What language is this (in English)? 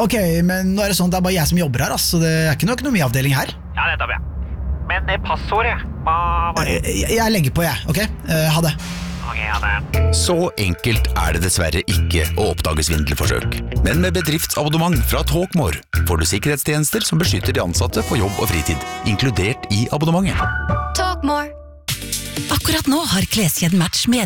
Norwegian